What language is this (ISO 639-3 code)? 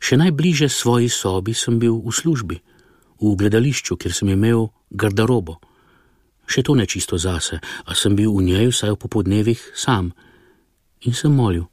slv